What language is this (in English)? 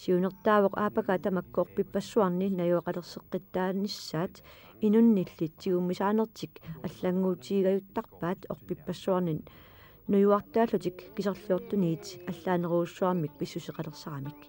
Kalaallisut